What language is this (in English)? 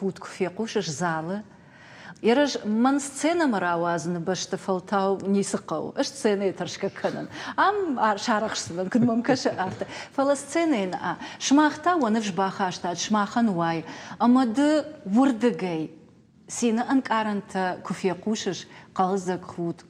Ossetic